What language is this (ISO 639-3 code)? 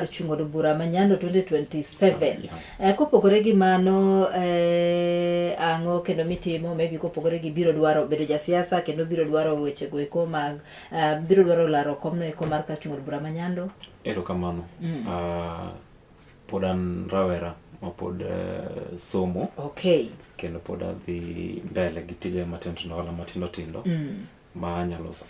luo